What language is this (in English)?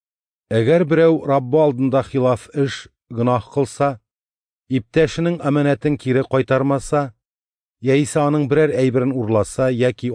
Tatar